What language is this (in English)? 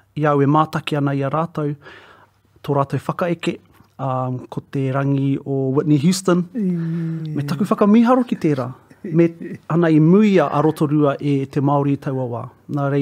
Māori